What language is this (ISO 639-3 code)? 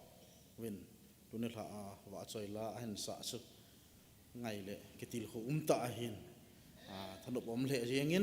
tcz